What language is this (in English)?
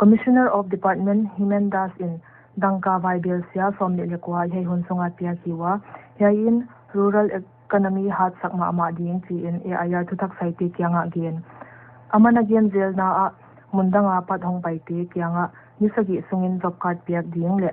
Paite Chin